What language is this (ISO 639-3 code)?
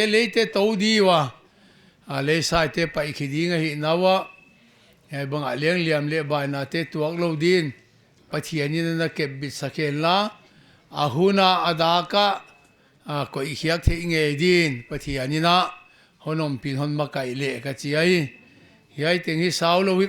pck